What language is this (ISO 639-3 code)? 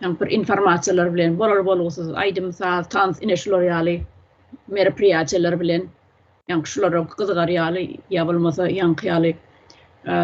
tuk